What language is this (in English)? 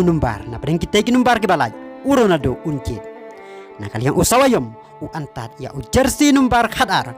Khasi